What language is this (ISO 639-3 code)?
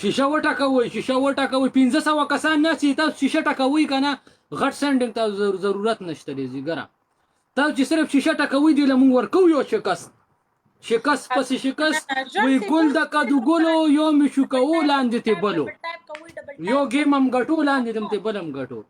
pus